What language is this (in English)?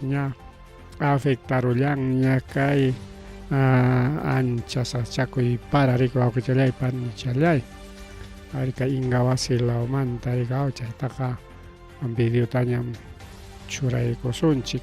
Ayacucho Quechua